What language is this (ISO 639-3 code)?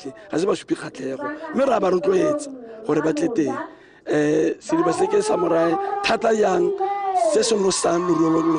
tsn